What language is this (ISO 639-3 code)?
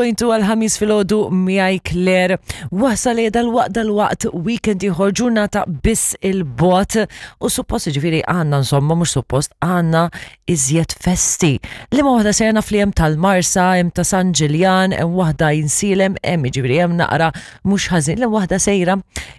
mlt